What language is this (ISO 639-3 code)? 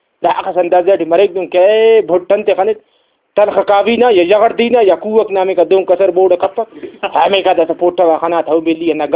brh